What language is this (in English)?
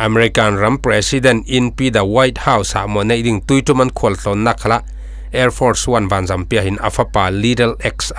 Falam Chin